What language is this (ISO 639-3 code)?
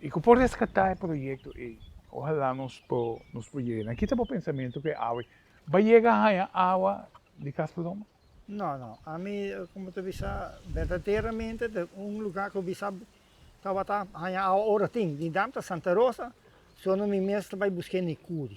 pap